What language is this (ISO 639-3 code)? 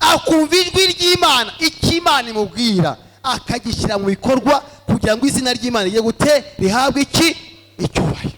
kin